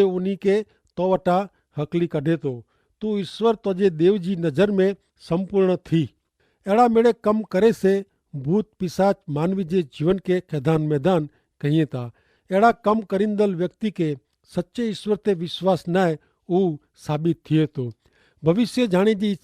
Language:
Kachhi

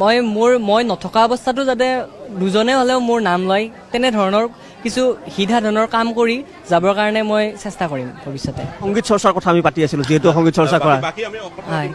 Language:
Assamese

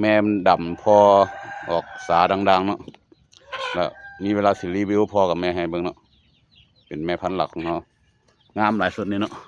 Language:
Lao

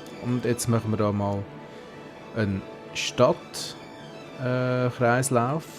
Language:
Swiss German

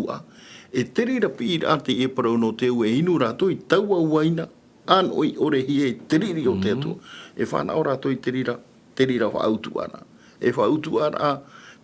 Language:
Tahitian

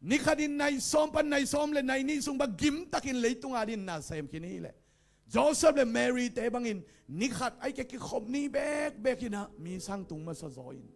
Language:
Tedim Chin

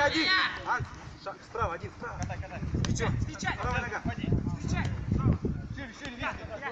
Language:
Russian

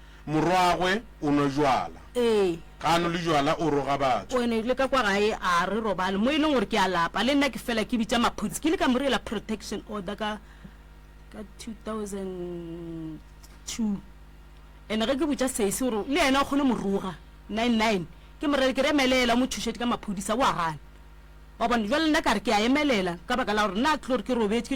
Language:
Northern Sotho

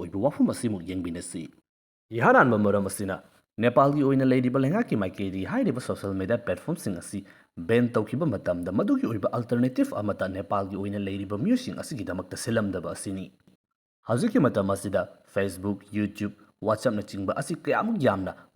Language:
Manipuri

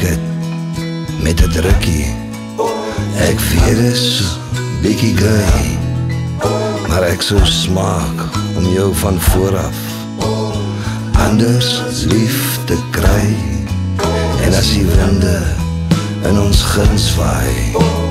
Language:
Afrikaans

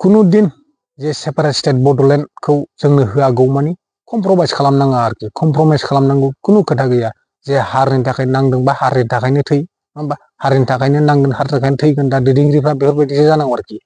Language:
Bodo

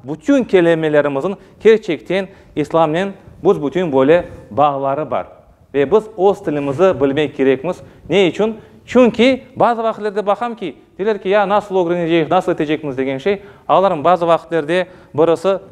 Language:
Crimean Tatar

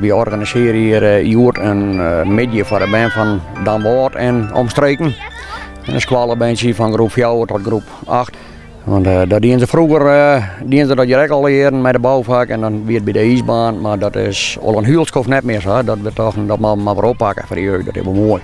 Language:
Western Frisian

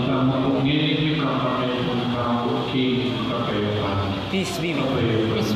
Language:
Pampanga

